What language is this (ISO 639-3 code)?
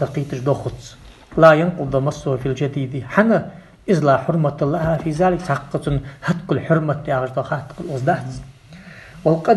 inh